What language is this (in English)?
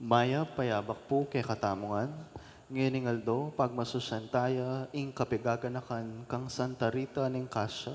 Pampanga